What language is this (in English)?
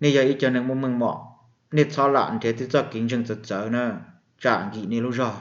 Hmong